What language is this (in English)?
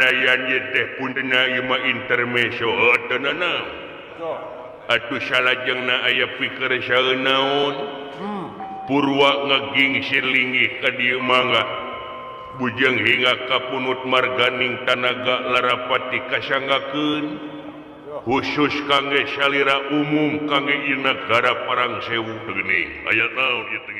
Sundanese